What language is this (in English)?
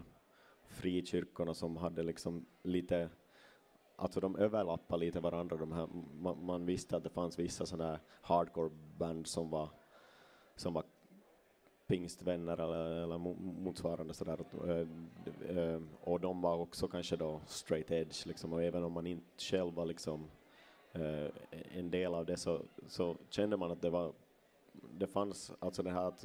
Swedish